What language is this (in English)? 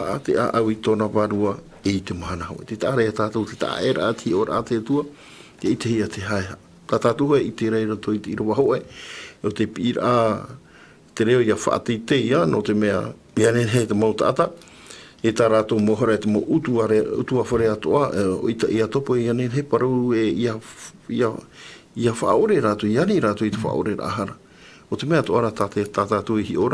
Tahitian